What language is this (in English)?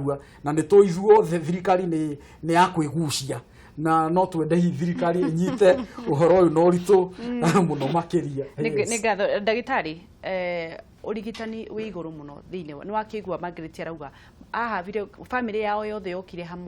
Kikuyu